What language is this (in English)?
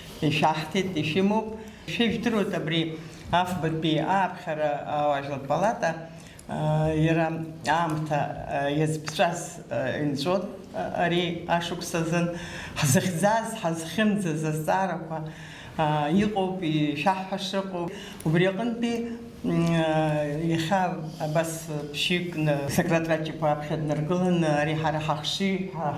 Abkhazian